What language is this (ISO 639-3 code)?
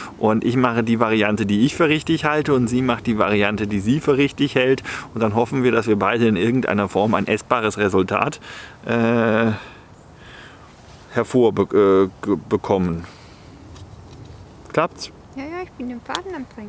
deu